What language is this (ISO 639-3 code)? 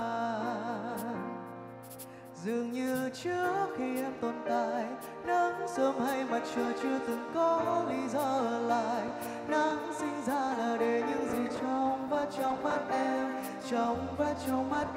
vie